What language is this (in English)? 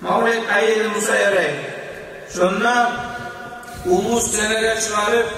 Kumyk